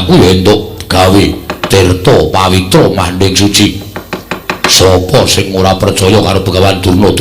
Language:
Javanese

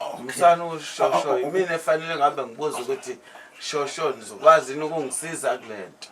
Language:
Zulu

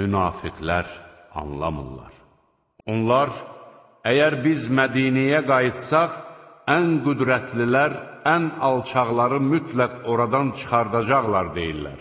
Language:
Azerbaijani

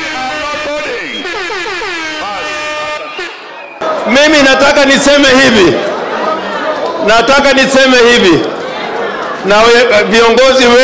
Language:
Swahili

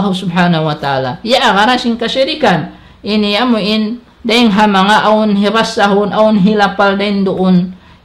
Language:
Tausug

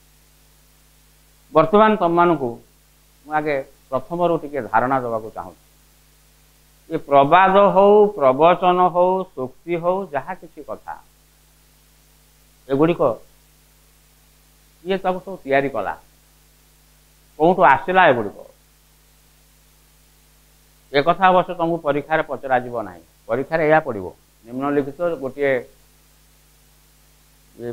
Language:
Odia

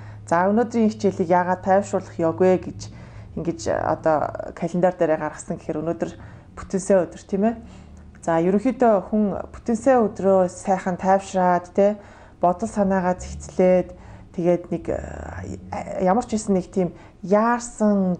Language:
Mongolian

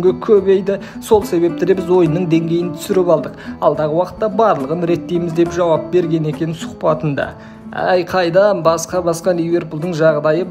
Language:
Kazakh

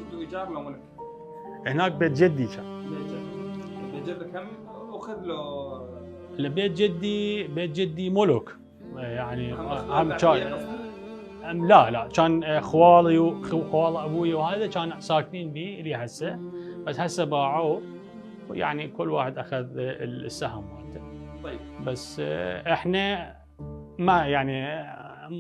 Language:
Mesopotamian Arabic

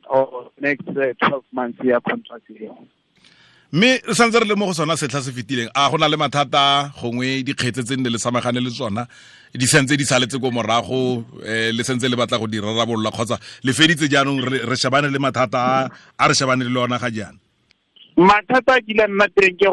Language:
Tswana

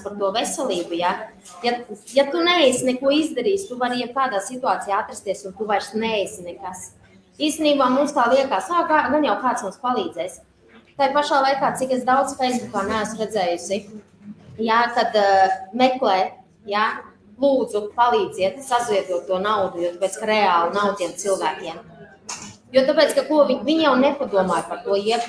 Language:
Latvian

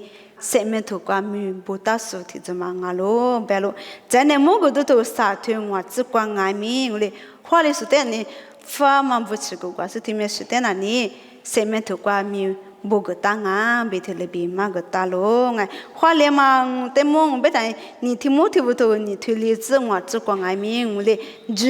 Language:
Lisu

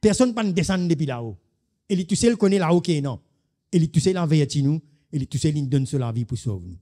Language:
Morisyen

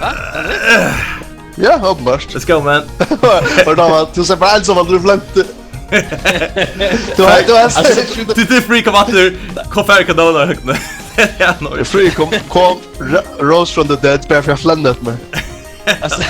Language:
Faroese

